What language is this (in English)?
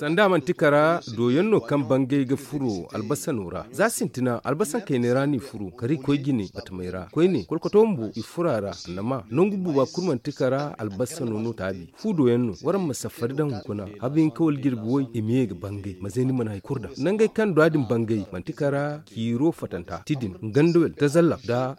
Zarma